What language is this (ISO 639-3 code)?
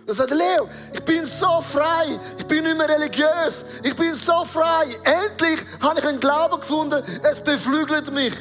gsw